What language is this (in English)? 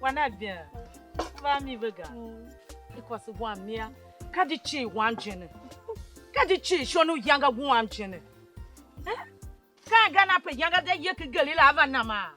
Tiv